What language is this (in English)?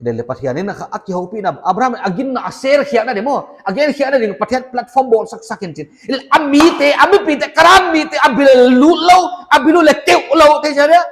Paite Chin